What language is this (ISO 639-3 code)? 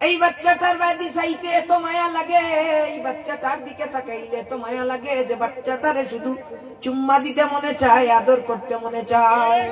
syl